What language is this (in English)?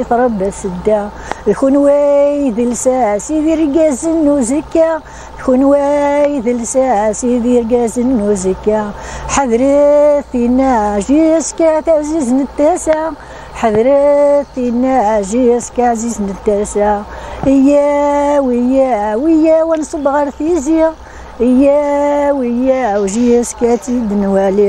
Kabyle